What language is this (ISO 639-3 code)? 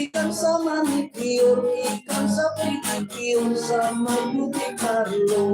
hil